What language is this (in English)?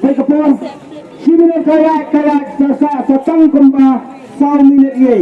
Khasi